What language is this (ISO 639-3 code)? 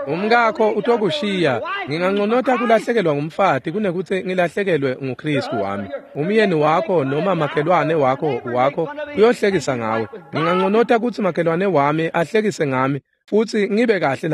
ssw